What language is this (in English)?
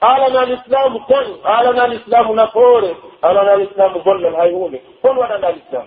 Pular